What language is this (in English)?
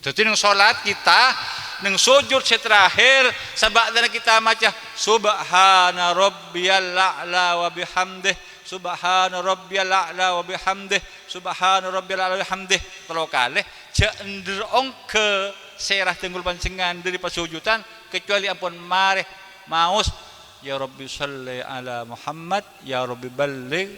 Madurese